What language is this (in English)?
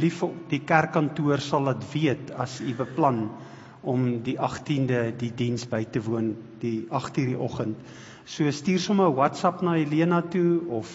Afrikaans